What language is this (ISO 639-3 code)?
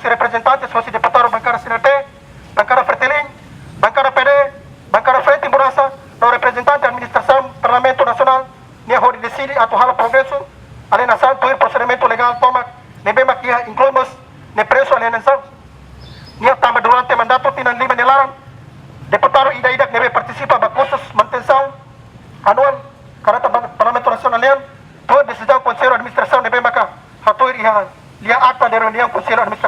tet